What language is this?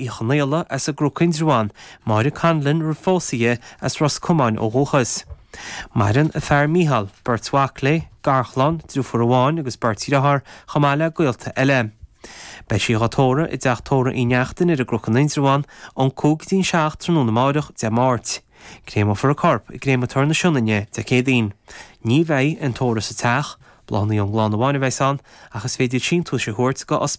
Irish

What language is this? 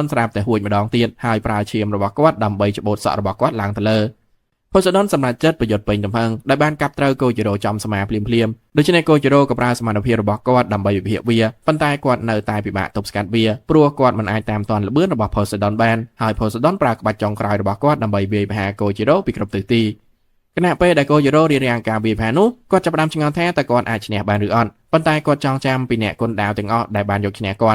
Khmer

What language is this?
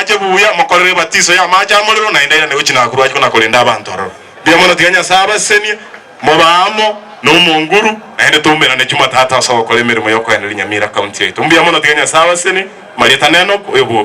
Gusii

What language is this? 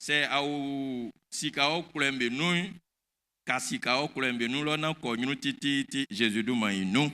Baoulé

